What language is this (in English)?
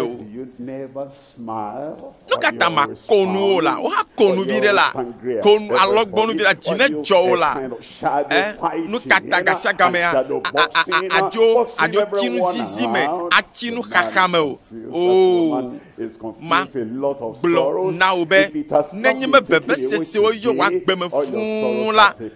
Ewe